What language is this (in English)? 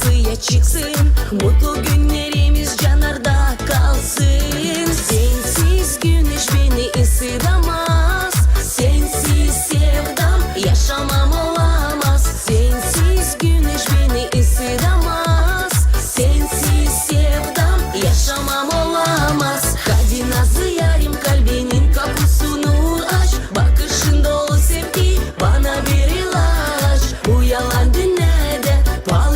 Gagauz